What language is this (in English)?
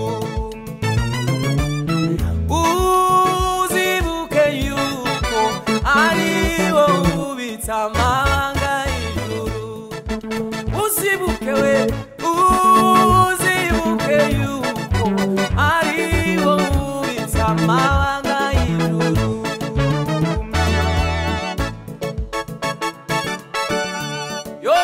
Kinyarwanda